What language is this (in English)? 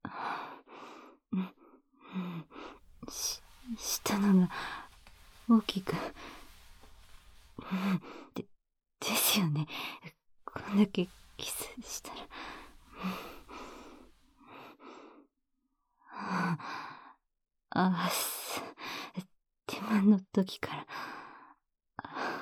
Japanese